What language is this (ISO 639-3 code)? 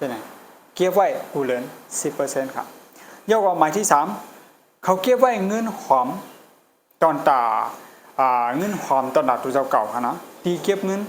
shn